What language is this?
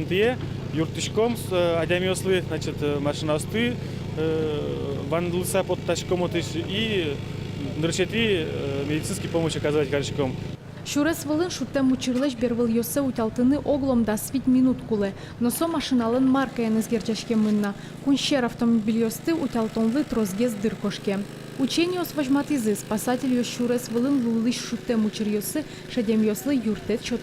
Udmurt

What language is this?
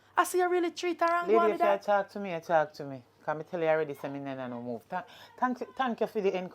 Jamaican Creole English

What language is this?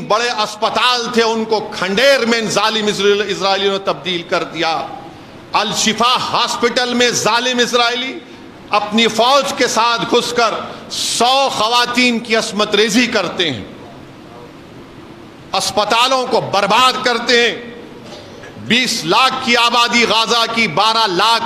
Urdu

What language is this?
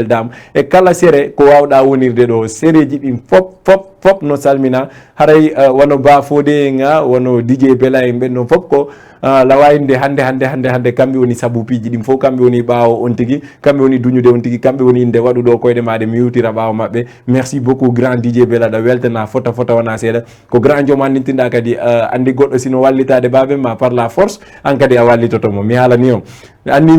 Fula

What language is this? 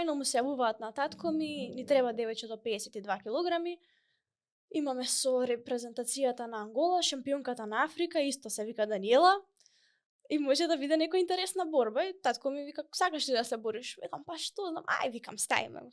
Macedonian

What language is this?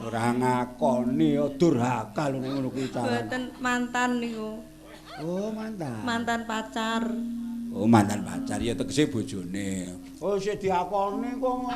Javanese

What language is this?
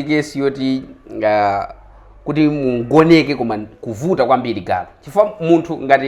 Nyanja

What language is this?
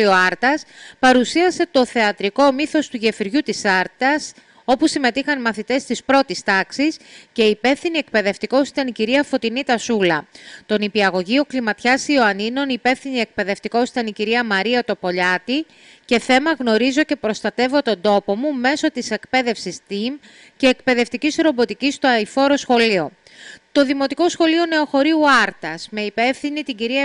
Greek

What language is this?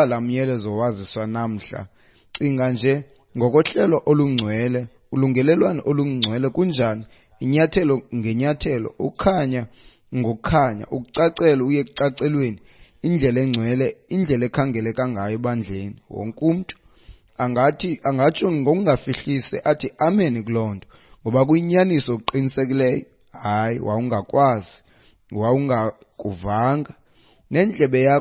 Xhosa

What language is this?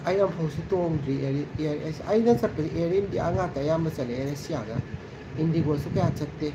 Manipuri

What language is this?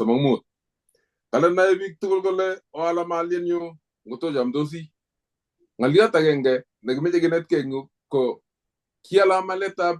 Kalenjin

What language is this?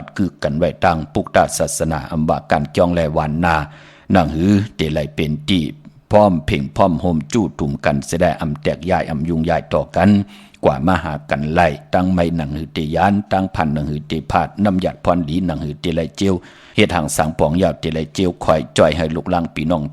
Shan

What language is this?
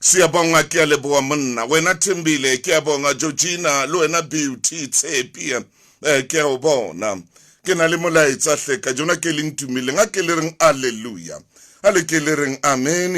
Southern Sotho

